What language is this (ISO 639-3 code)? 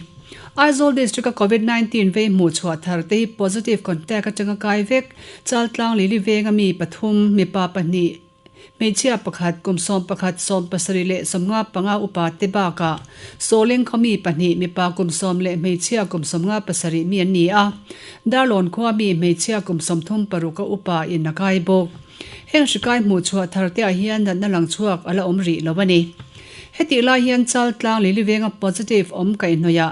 lus